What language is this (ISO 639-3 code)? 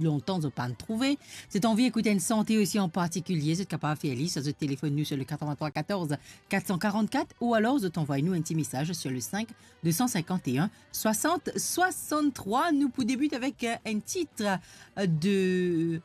mfe